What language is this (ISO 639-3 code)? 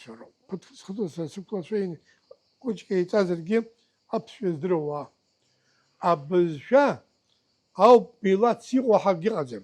abk